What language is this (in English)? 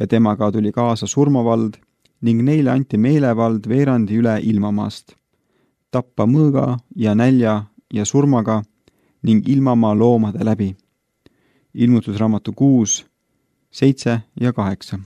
Estonian